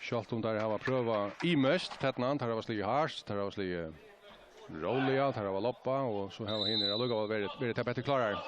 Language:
Faroese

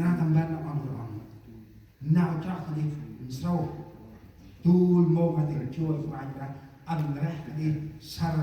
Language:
Central Mnong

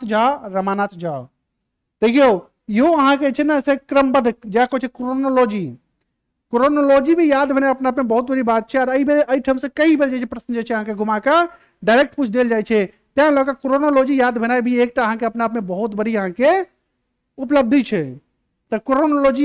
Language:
Maithili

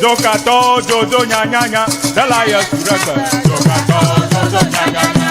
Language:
Ewe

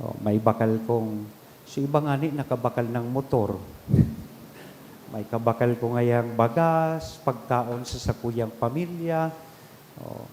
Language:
Bikol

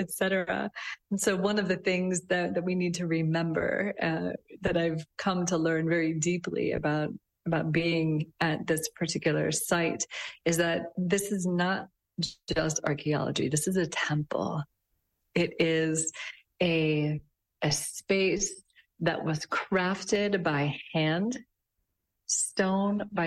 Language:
English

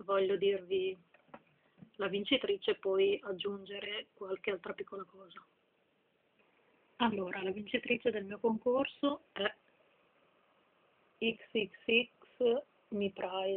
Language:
Italian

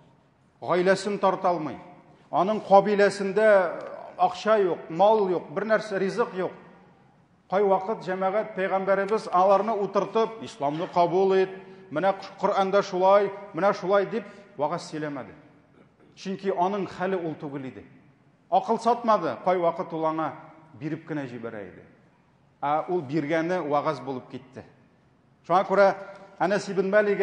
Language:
Tatar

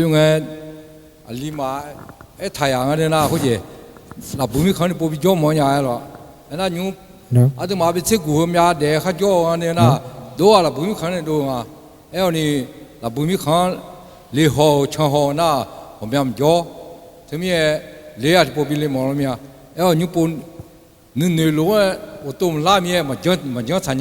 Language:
Akha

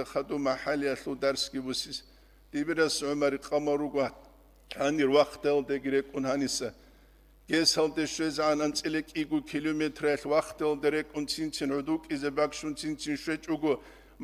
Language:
Avaric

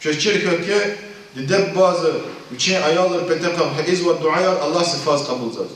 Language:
Lezghian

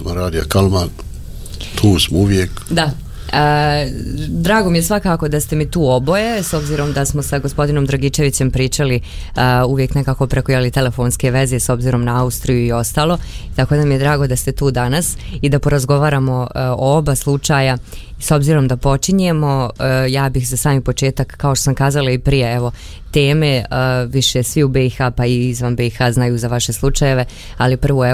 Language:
Bosnian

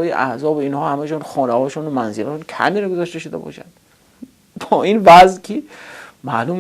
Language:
Tajik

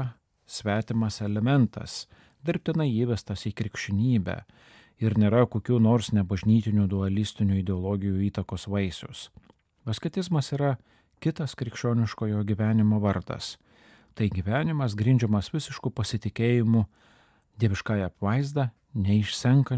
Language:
Lithuanian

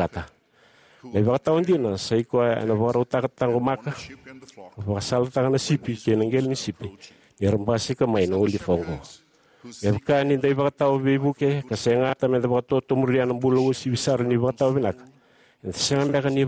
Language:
Fijian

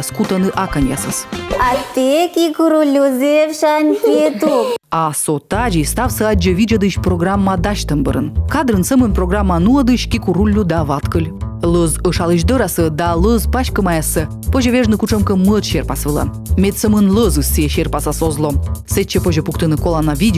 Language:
Komi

